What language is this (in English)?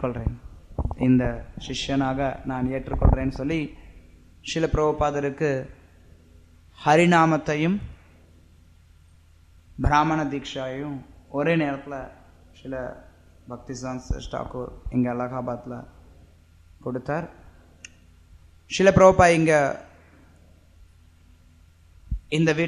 Tamil